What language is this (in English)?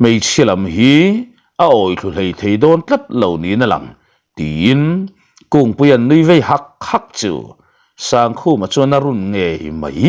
Mizo